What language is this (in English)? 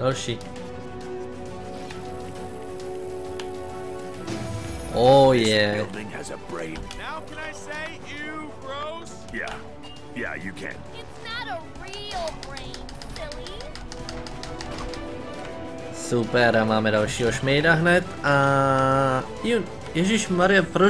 Czech